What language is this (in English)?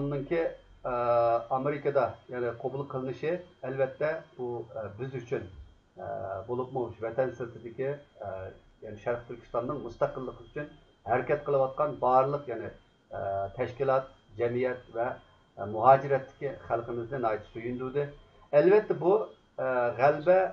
Uyghur